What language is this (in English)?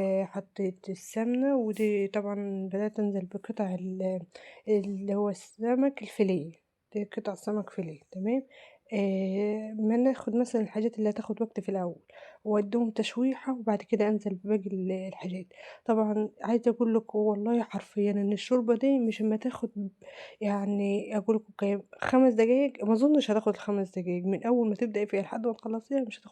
Egyptian Arabic